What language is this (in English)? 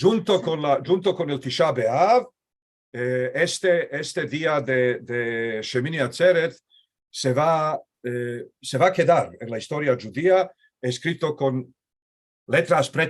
Ladino